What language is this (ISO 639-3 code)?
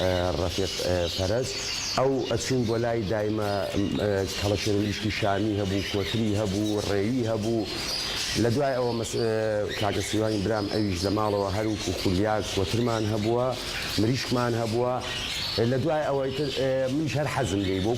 ckb